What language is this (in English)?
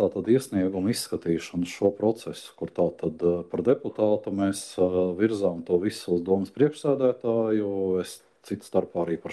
Latvian